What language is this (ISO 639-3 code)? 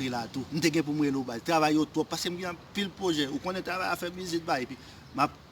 hat